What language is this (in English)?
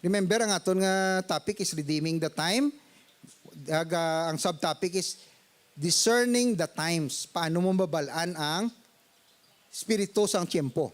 Hiligaynon